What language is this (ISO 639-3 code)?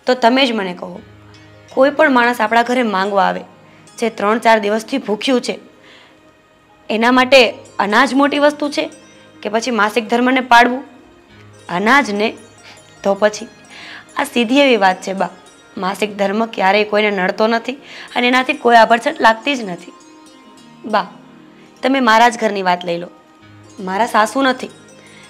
guj